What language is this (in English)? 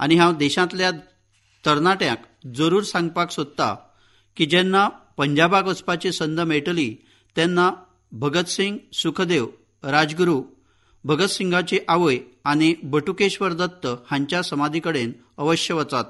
Konkani